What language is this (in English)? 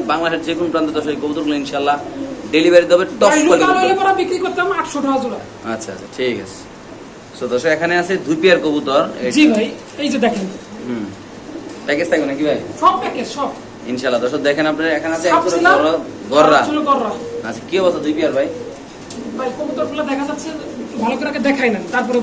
Bangla